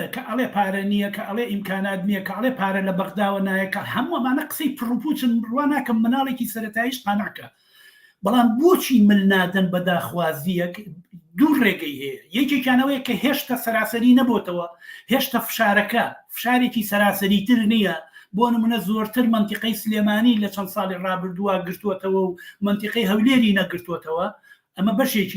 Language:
Central Kurdish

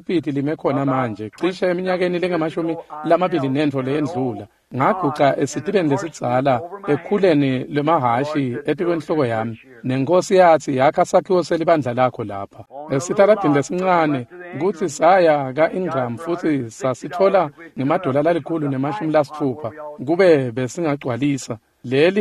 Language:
Swati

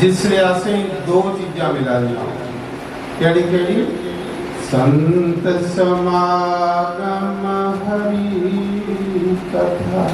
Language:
Dogri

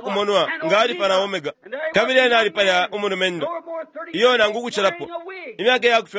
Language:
Bemba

